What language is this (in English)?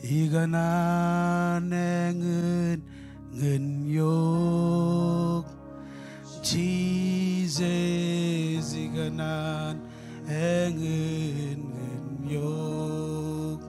Marshallese